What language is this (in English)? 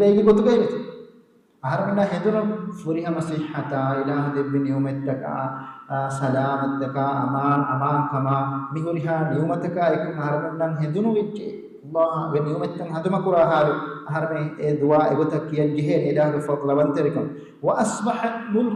Divehi